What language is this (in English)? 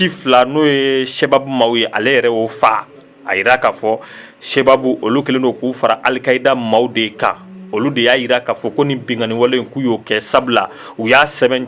Bambara